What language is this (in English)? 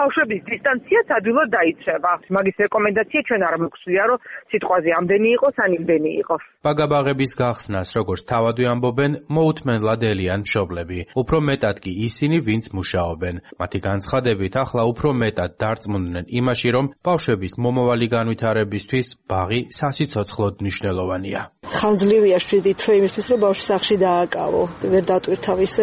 Georgian